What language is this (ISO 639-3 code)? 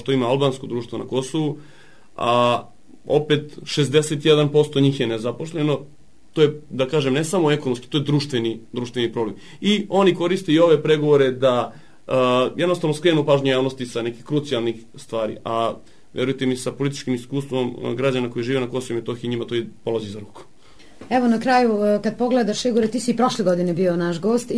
srp